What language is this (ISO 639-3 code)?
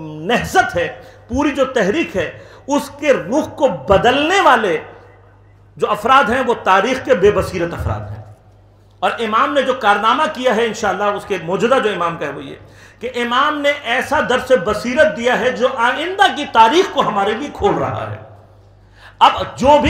urd